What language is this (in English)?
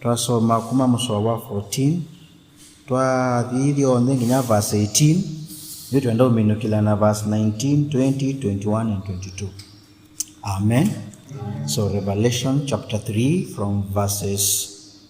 Kamba